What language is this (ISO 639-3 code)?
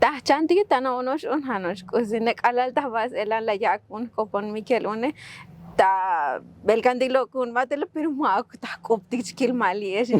tzo